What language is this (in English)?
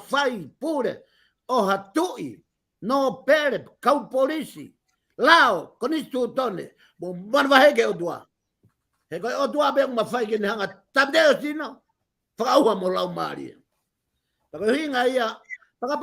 Tongan